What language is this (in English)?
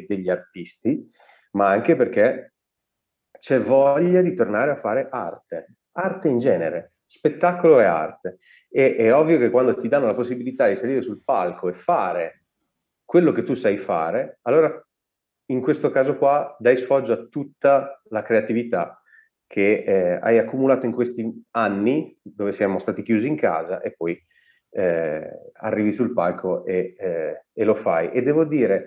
Italian